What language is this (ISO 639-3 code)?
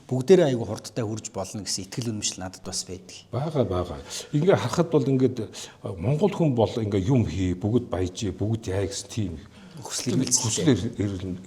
mon